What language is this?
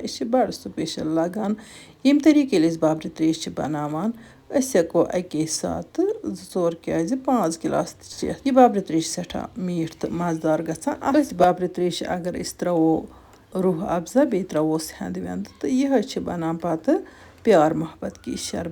Kashmiri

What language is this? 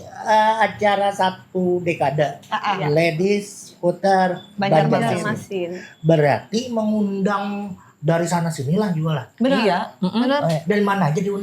Banjar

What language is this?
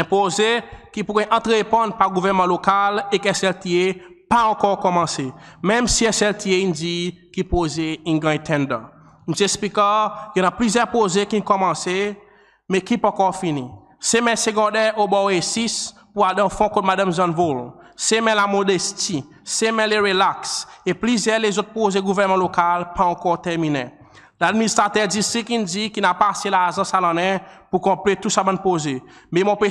Seselwa Creole French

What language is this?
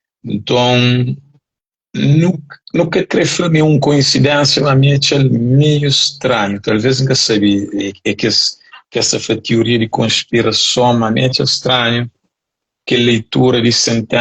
Kabuverdianu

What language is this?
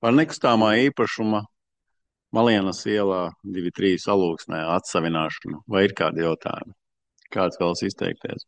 Latvian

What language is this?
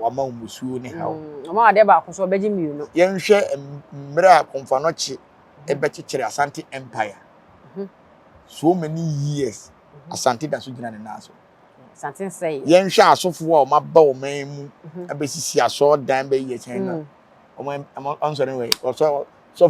Akan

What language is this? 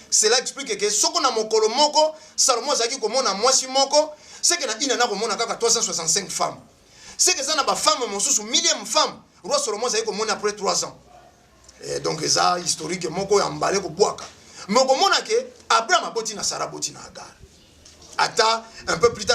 Lingala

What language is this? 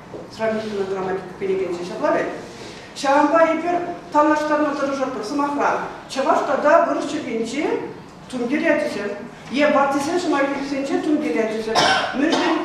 Chuvash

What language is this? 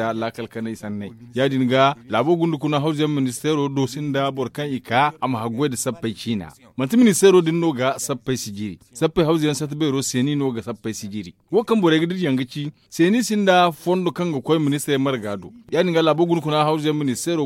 Zarma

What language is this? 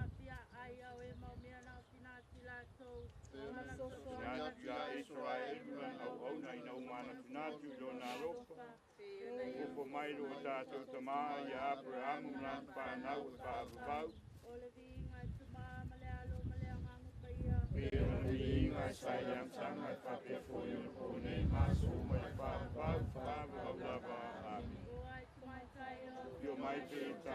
Samoan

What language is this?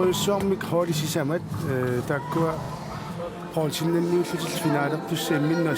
Kalaallisut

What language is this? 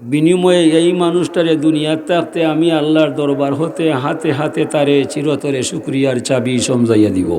Sylheti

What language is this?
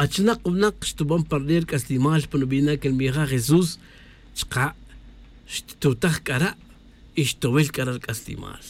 Tz'utujil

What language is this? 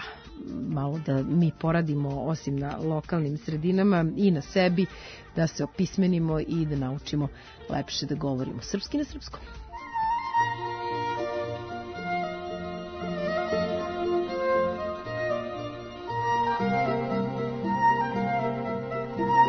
Serbian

